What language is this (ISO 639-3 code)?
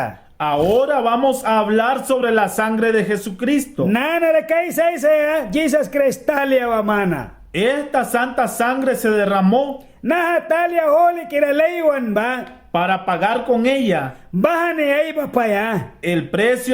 miq